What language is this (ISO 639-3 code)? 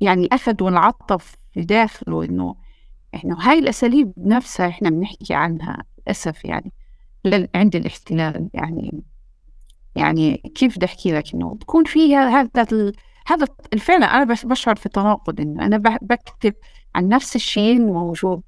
apc